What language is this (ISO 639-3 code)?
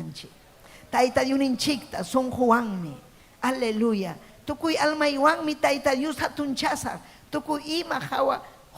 quy